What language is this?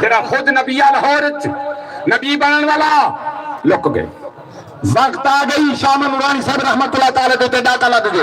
Saraiki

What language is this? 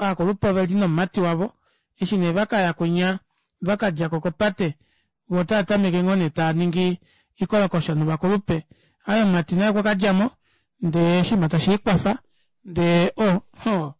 Kuanyama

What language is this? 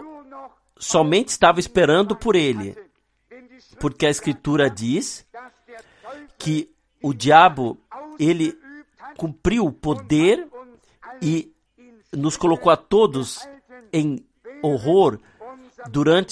Portuguese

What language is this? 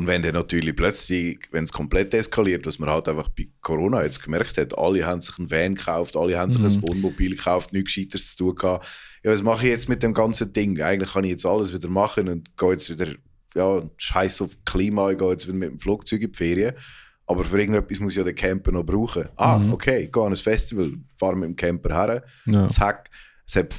Swiss German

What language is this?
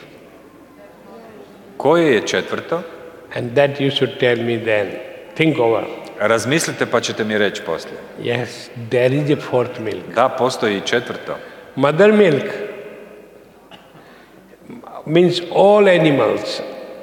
Croatian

